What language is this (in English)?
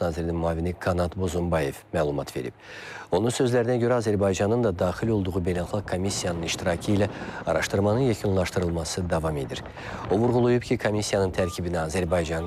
Azerbaijani